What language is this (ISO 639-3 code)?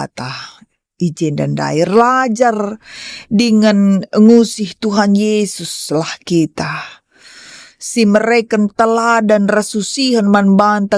btx